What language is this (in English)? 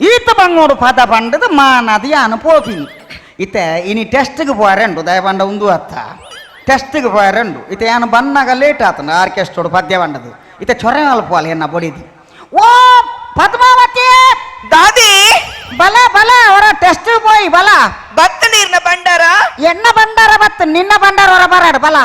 Tulu